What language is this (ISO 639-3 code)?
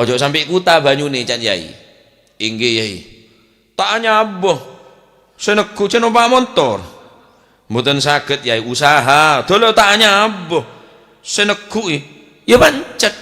mad